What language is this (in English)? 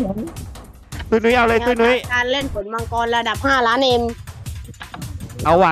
Thai